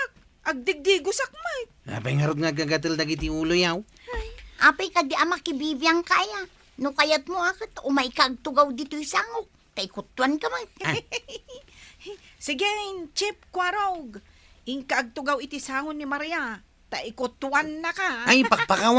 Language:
Iloko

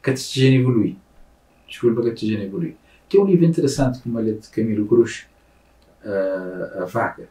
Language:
Kabuverdianu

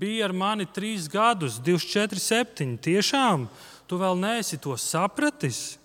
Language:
Latvian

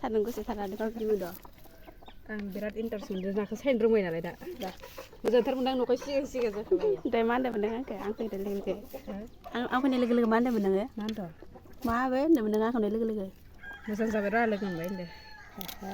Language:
Bodo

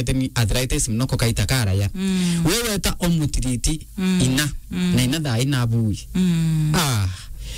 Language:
Swahili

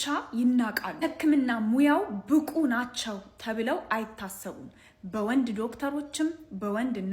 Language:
Amharic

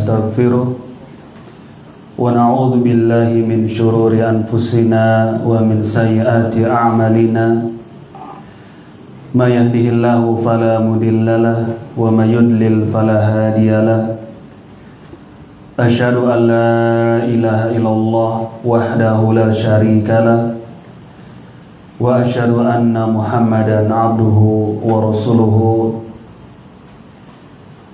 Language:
Indonesian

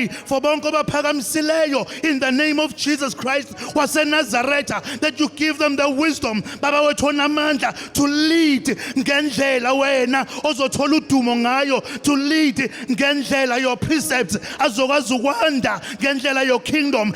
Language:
Zulu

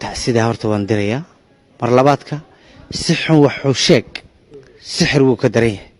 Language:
Somali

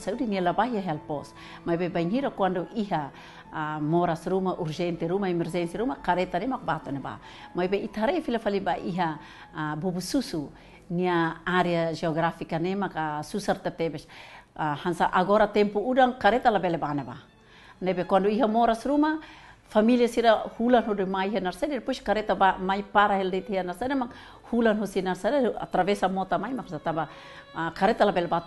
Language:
Tetum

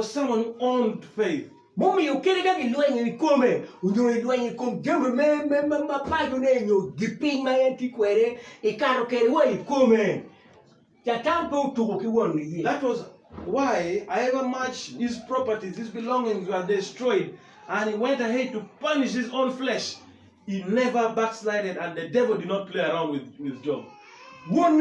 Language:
Acoli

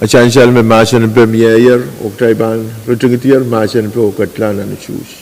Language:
Pohnpeian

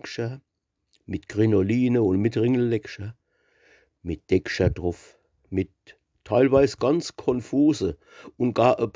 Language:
Palatine German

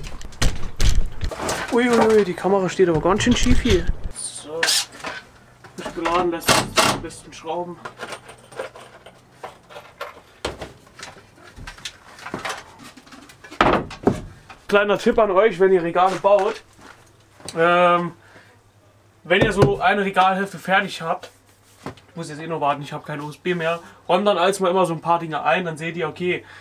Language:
German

